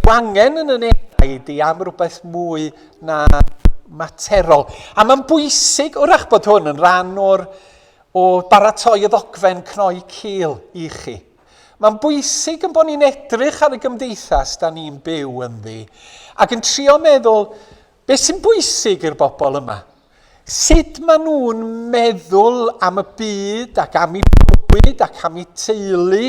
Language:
Welsh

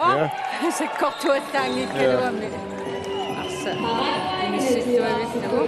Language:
Kalaallisut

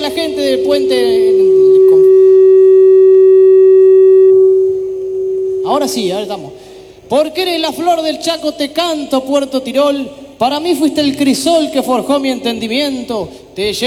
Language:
Spanish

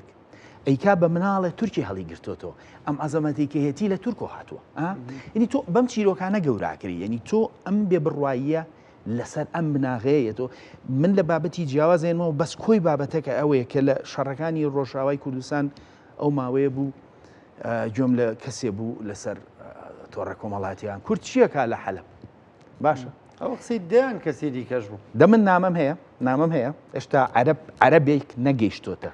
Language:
Central Kurdish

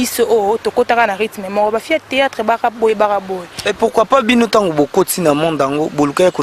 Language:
Lingala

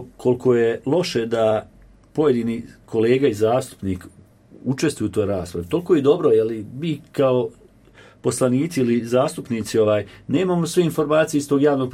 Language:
Croatian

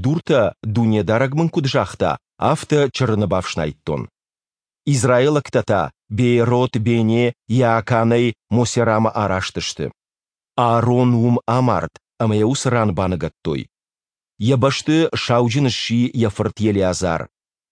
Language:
Ossetic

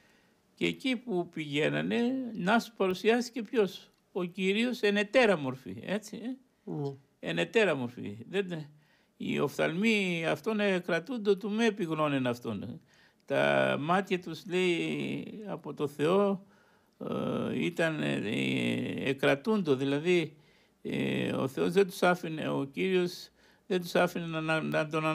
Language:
Greek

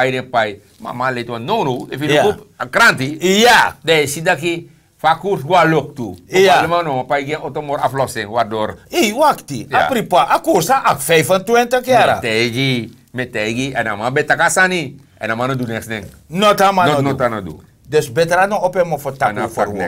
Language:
Sranan Tongo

